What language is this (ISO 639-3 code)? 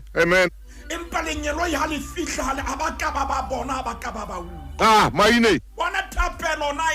sot